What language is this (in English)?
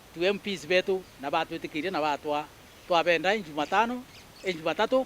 Meru